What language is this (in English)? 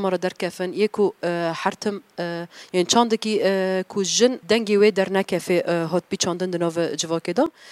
Kurdish